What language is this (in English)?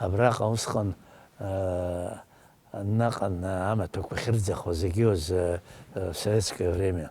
Abkhazian